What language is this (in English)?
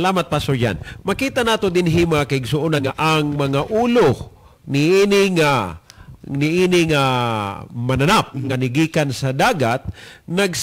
Cebuano